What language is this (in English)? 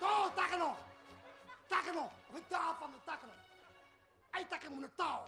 Manipuri